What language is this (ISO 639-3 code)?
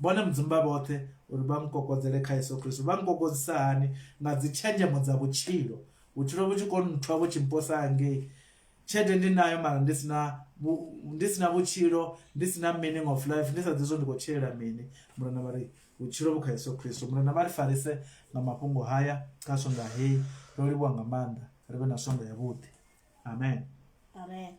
ven